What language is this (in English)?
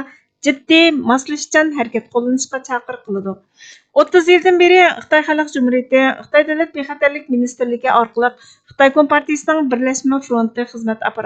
Uyghur